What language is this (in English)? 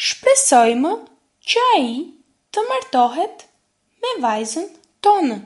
Albanian